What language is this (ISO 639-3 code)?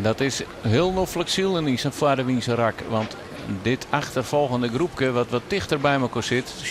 fry